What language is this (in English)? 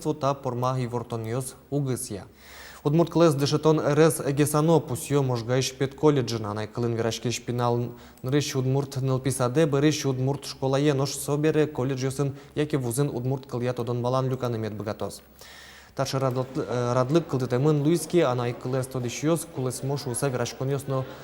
Udmurt